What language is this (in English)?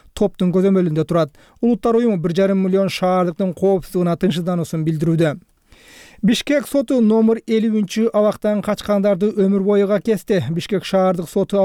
Kyrgyz